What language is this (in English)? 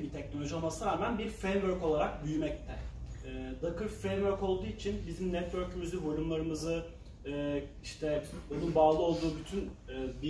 Turkish